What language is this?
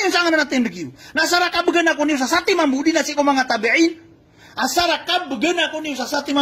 Maranao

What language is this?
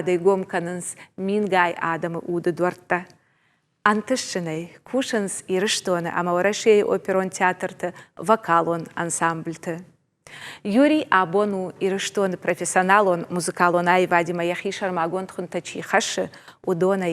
Ossetic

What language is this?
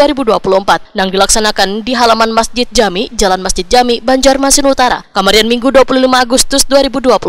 Banjar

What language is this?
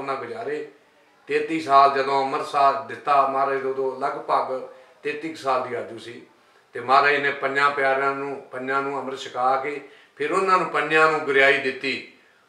Punjabi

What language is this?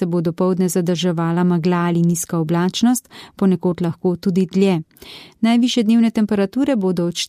Slovenian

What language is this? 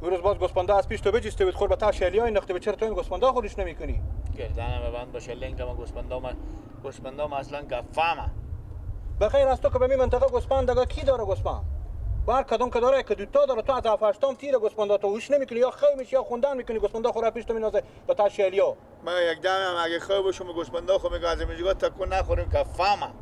Persian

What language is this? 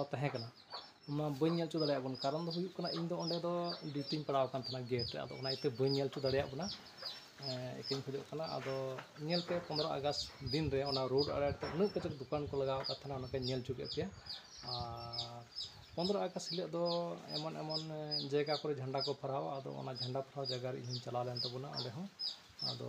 Santali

